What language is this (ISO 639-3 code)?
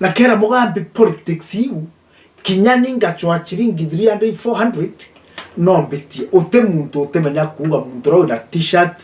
mer